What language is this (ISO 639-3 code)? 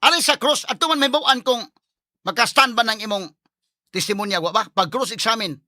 ceb